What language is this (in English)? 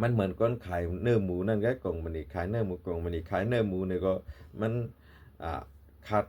Shan